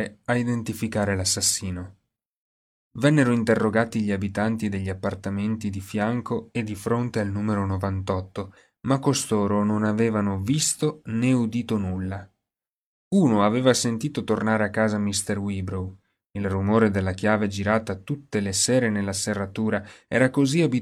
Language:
Italian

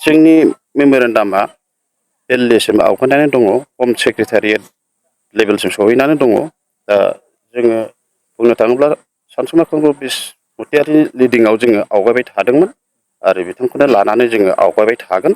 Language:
Bodo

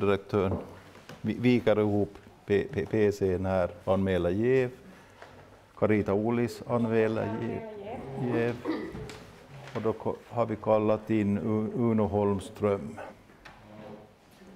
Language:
Swedish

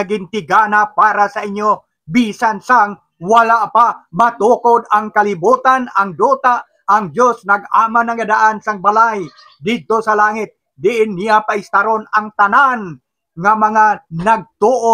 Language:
Hiligaynon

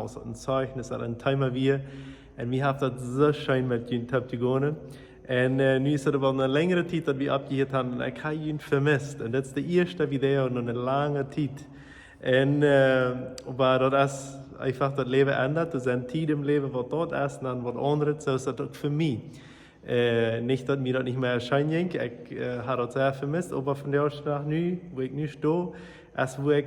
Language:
Plautdietsch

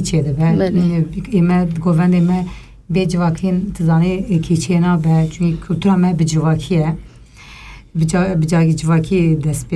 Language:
Kurdish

